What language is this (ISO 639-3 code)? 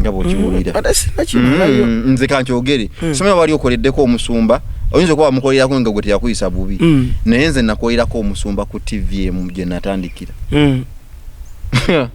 lug